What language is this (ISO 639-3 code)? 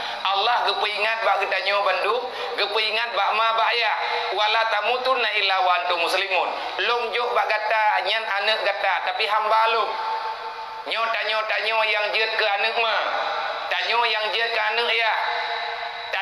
ace